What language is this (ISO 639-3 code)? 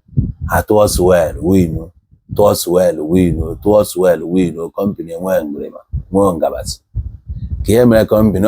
ibo